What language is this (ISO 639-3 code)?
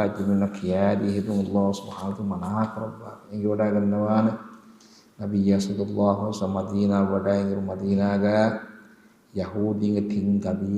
div